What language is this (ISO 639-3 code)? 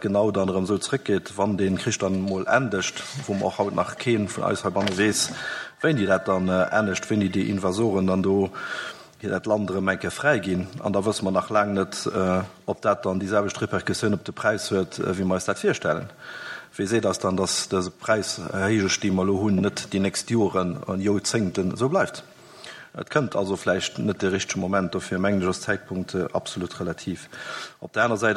ltz